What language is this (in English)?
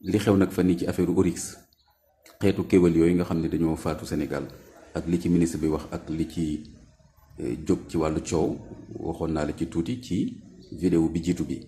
Wolof